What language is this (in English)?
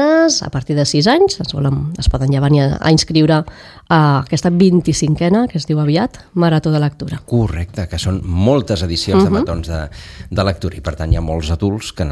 Catalan